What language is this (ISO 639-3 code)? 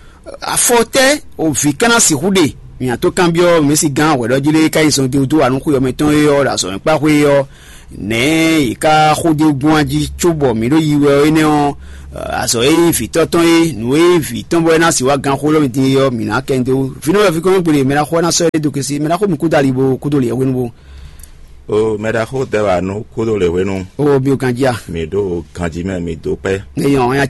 fon